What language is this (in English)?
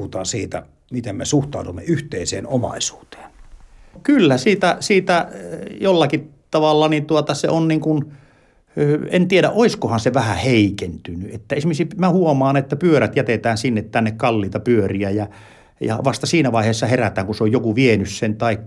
Finnish